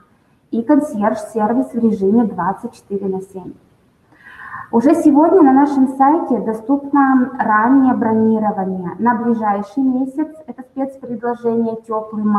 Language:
Russian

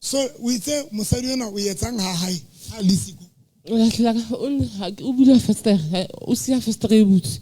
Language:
Southern Sotho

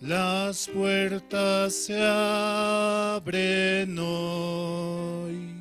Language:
Aymara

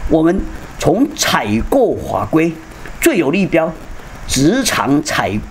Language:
Chinese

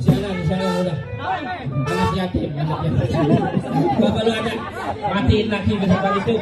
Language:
Betawi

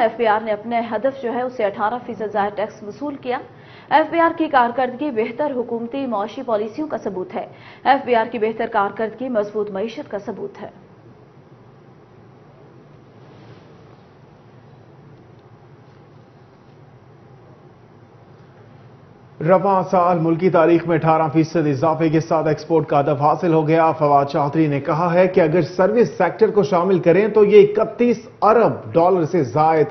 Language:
Urdu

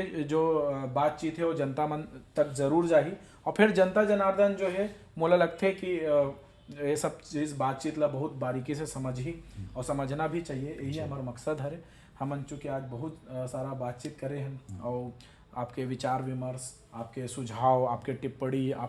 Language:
Chhattisgarhi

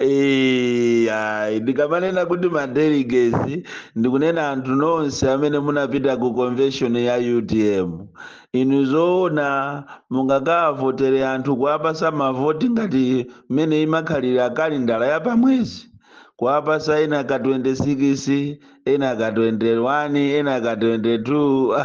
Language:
Nyanja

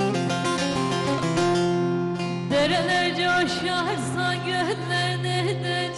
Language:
Turkish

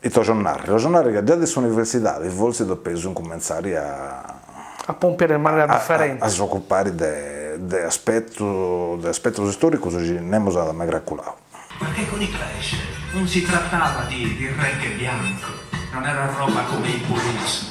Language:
Sardinian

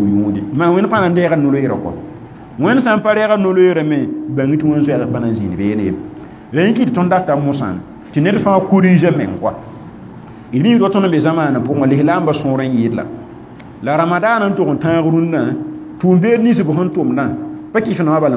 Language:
Mossi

